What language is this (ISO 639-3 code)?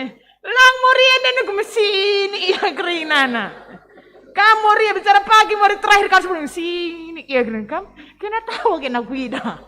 btx